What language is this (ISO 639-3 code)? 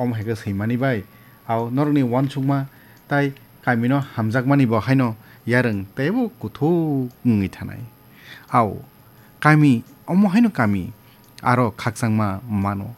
trp